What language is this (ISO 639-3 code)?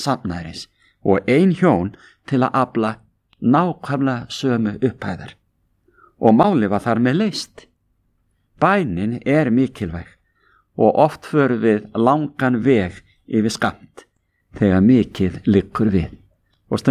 isl